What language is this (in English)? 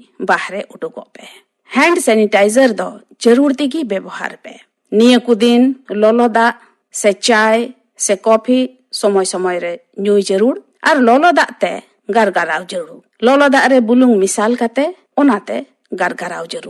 Santali